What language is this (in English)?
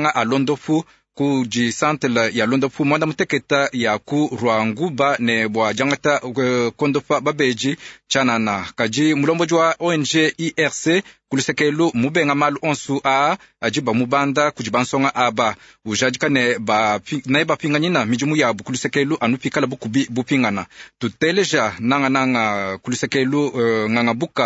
Luba-Lulua